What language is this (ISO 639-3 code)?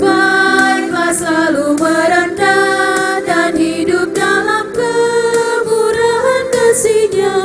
abs